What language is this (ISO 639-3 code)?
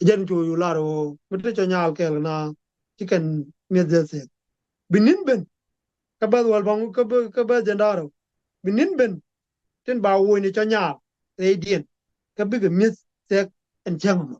nus